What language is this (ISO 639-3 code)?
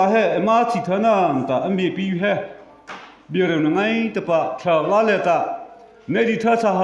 mrh